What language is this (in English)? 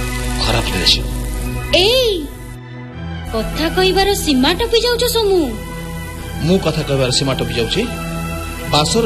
Odia